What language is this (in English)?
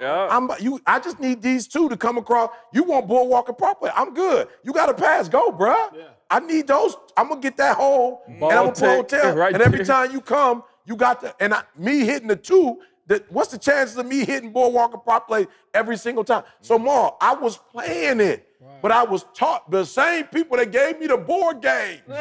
English